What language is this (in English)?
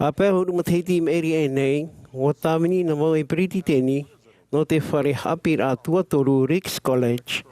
Tahitian